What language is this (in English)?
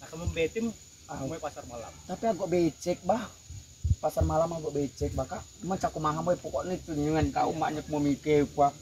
Rejang